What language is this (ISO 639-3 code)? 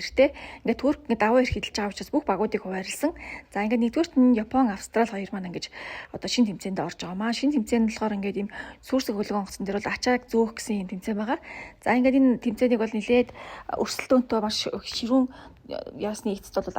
mon